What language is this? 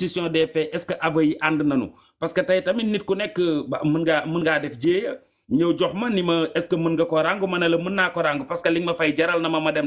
Wolof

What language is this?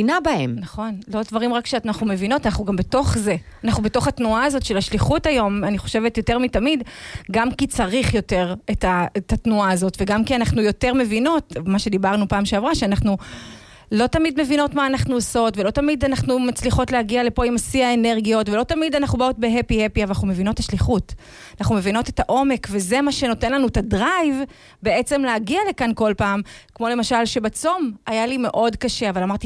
Hebrew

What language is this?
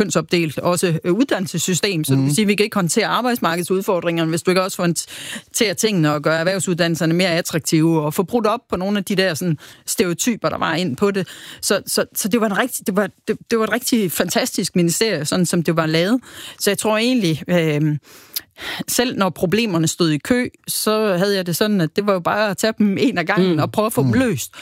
Danish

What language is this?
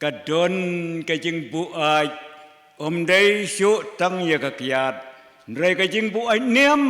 Khasi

